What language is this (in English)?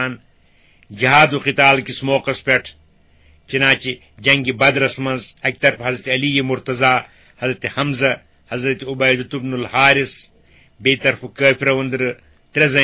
Kashmiri